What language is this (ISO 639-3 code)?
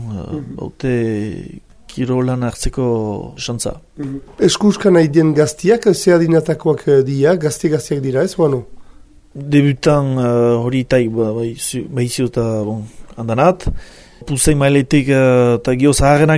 eus